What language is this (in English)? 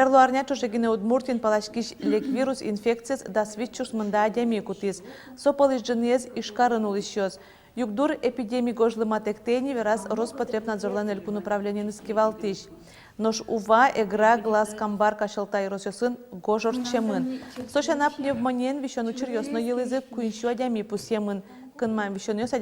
Udmurt